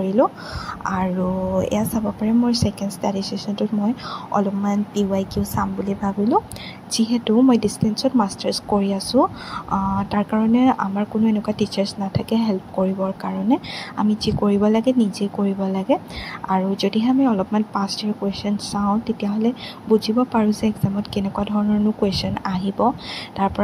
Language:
Assamese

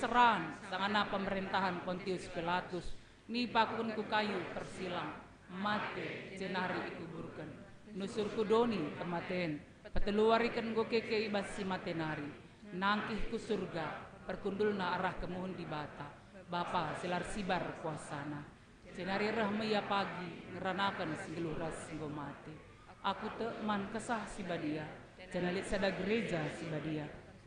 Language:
Batak Karo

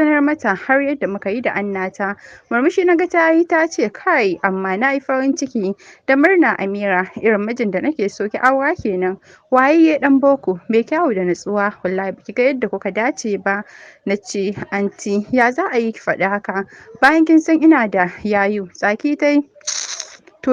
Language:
Hausa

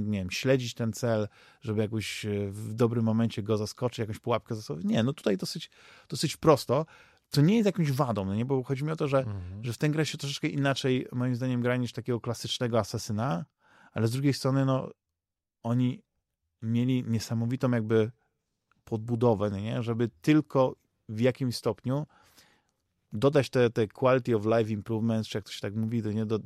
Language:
Polish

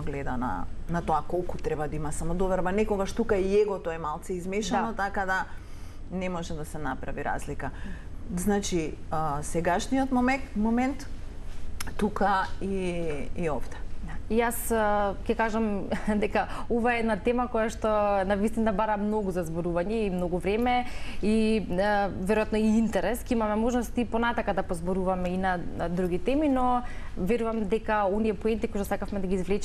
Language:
Macedonian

